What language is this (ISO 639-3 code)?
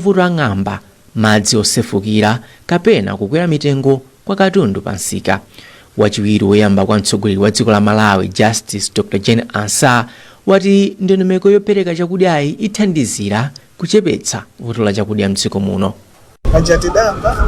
nya